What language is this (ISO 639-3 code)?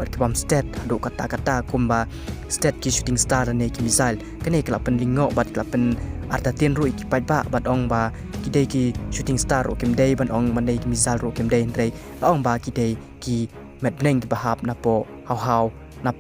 kha